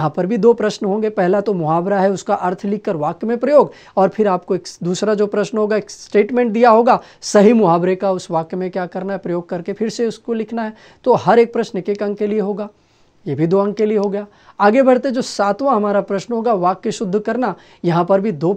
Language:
Hindi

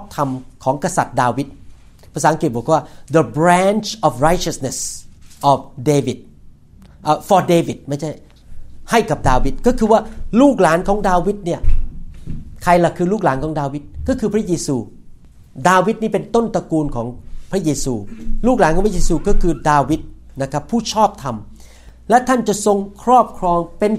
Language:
Thai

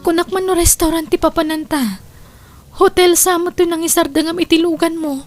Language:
Iloko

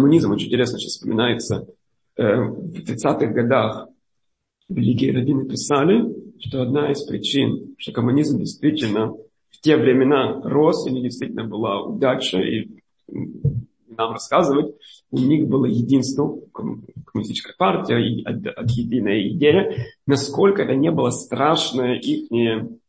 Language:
Russian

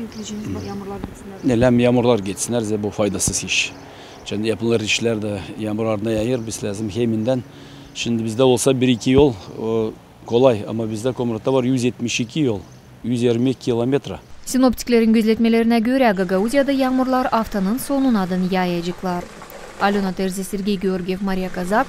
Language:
Gagauz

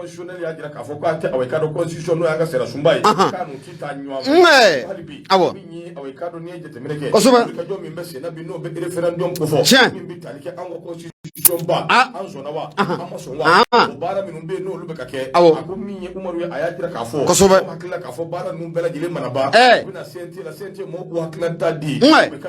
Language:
Bambara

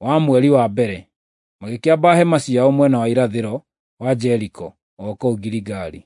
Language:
Kikuyu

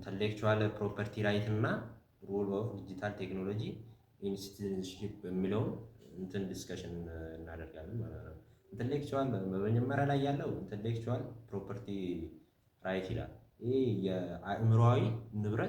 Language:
Amharic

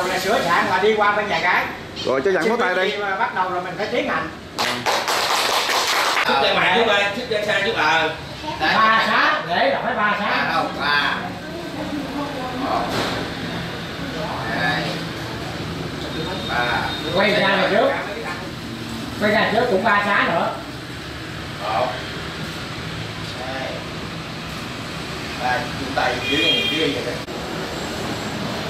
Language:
Vietnamese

